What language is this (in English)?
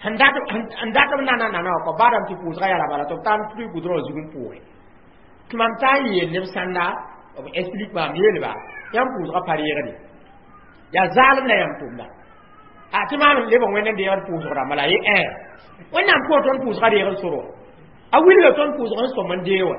Mossi